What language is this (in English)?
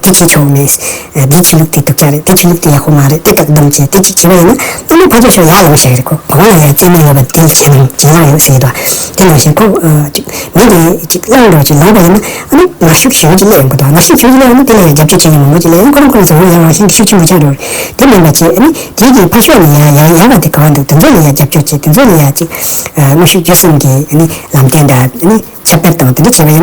Tibetan